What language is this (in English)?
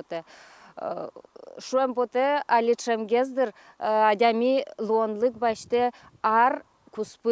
Udmurt